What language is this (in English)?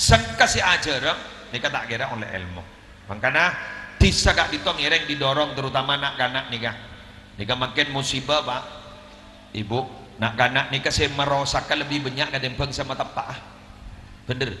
Madurese